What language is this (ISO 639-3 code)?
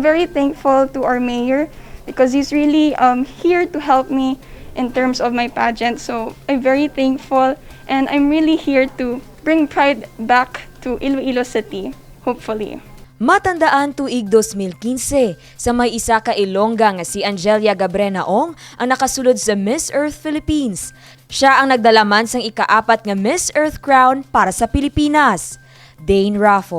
hil